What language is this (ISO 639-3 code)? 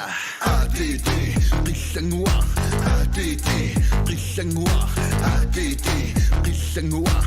kal